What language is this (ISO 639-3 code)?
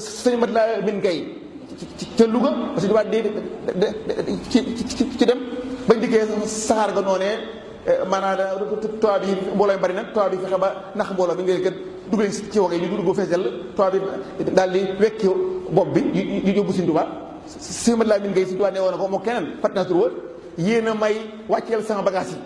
wol